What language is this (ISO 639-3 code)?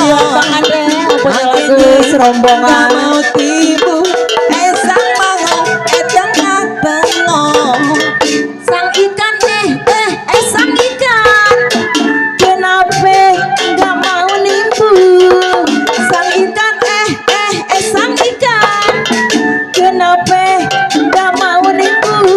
bew